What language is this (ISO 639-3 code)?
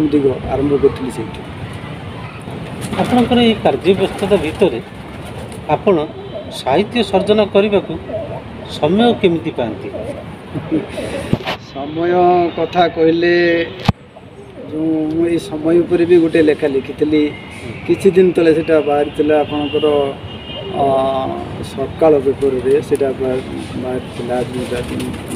ori